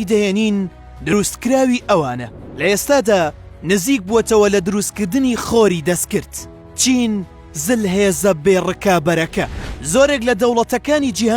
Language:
Central Kurdish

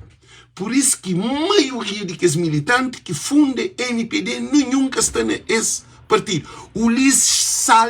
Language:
Kabuverdianu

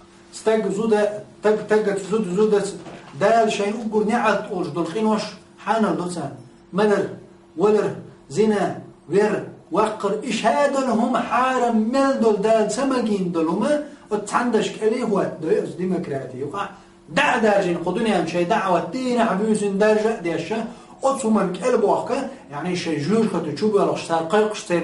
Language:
Chechen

